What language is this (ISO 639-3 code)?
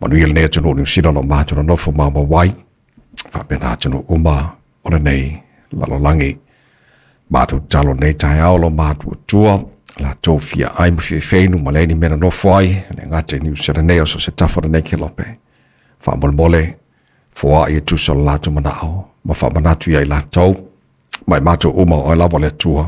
smo